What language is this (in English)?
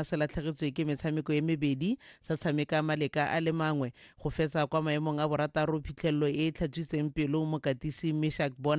Tswana